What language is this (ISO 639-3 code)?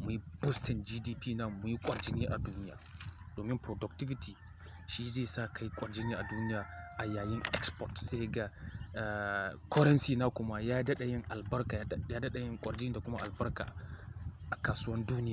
hau